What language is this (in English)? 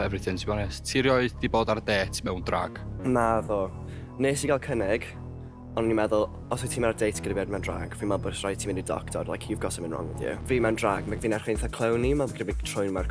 Welsh